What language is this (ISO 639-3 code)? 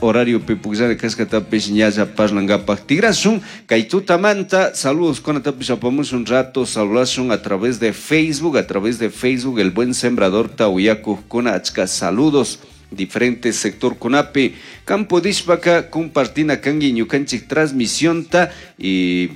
qug